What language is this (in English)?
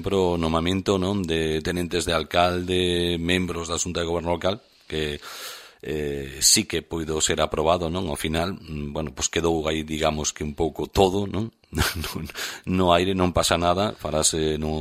Galician